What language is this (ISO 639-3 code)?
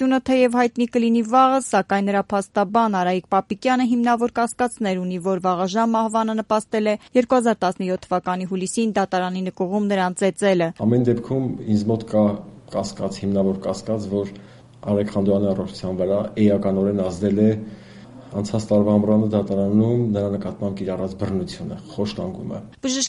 hye